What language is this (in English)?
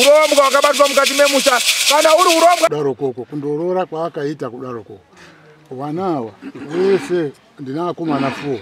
Shona